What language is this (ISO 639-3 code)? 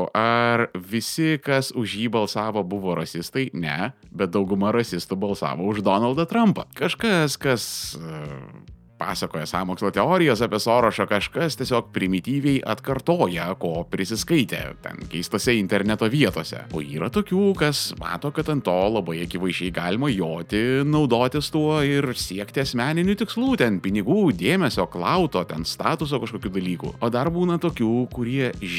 lit